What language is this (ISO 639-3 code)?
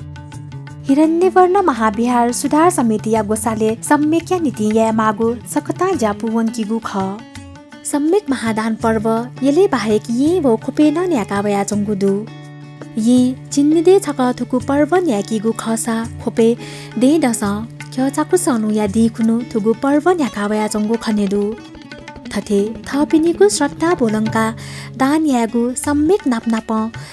new